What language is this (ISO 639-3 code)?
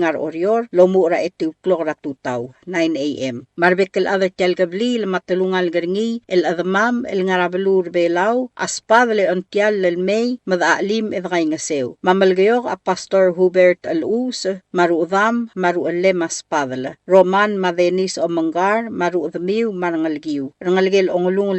pau